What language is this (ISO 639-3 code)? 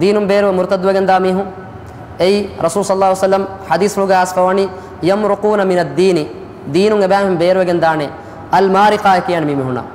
div